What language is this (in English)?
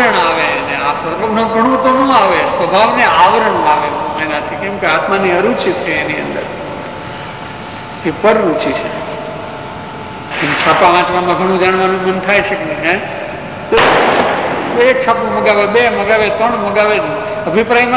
Gujarati